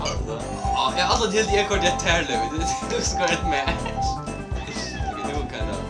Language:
Faroese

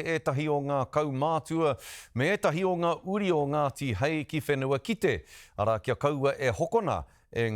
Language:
Māori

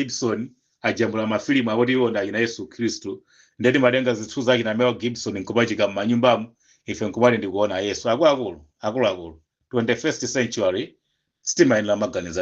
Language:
Nyanja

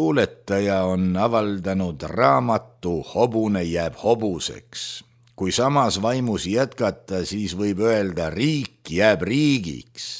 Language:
Estonian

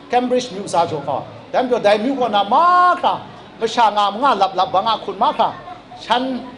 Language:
Kachin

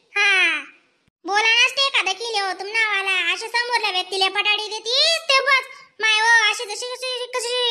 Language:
Khandesi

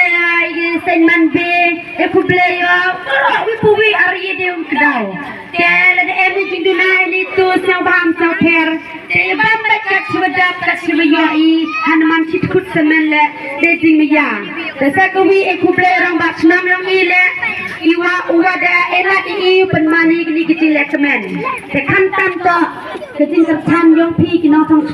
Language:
Khasi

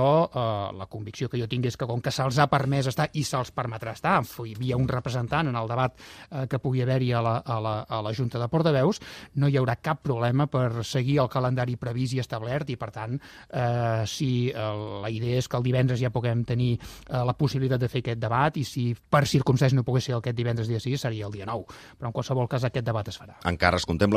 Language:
Catalan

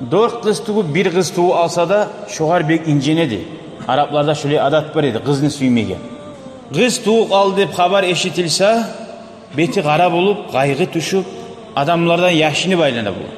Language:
Kumyk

